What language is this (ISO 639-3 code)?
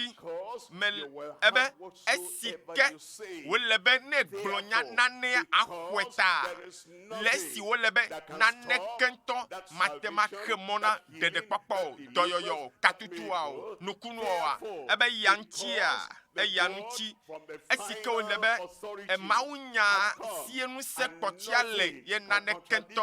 ewe